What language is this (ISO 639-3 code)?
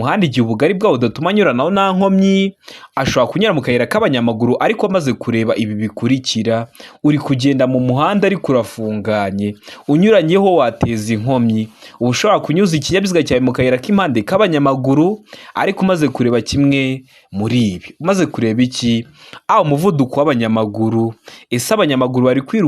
kin